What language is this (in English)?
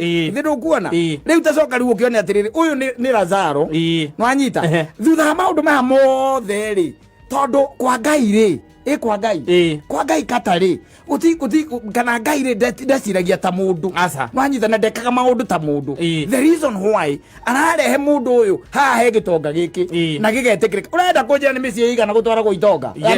Kikuyu